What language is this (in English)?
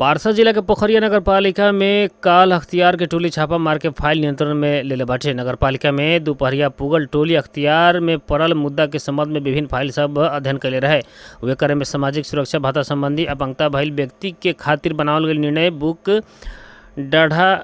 Bhojpuri